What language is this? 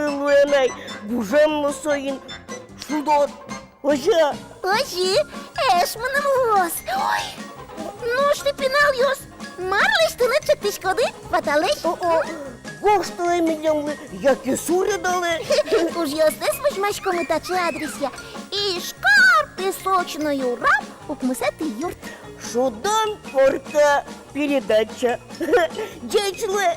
Udmurt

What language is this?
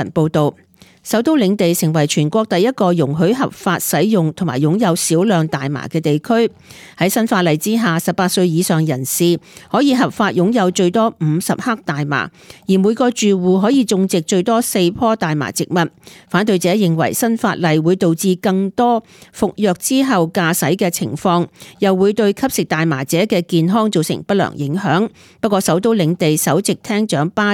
Cantonese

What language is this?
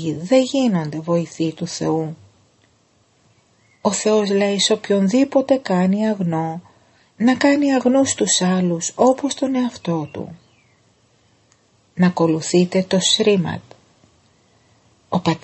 Greek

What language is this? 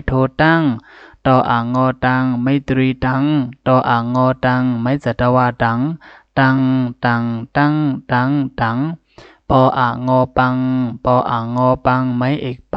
Shan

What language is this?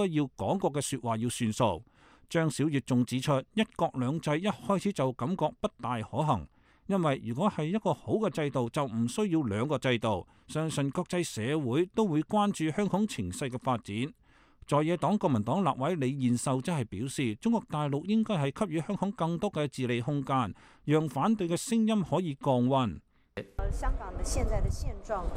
Cantonese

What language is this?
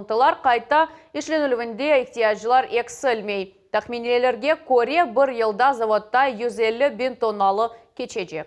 Crimean Tatar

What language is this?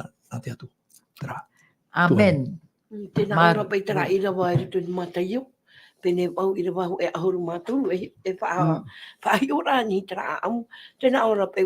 Tahitian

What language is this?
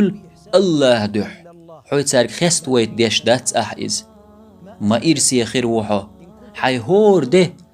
Chechen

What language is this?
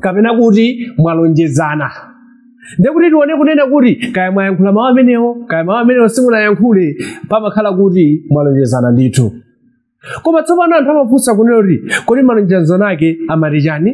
Nyanja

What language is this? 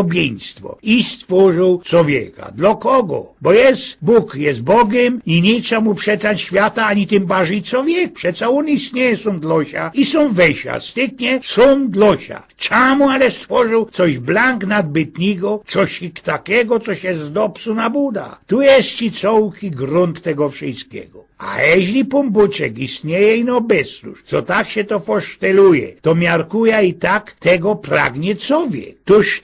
Silesian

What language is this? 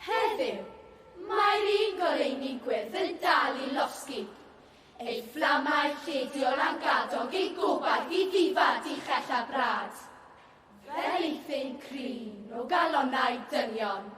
Welsh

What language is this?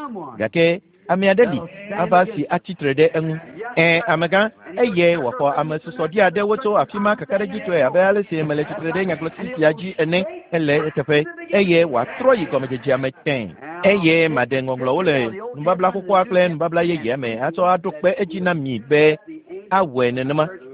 Ewe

